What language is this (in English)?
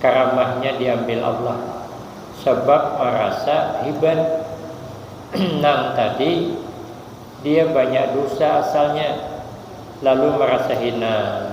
Banjar